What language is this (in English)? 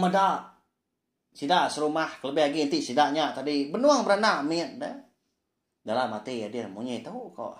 Iban